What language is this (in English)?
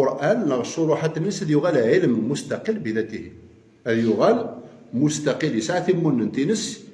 Kabyle